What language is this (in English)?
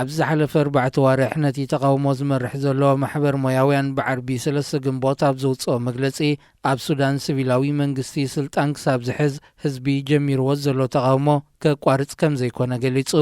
Tigrinya